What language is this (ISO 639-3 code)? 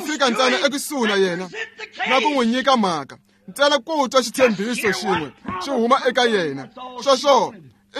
tso